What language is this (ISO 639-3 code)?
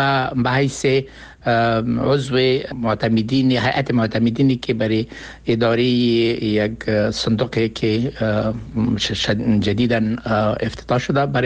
fas